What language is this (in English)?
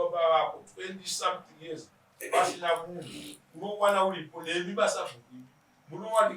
Shona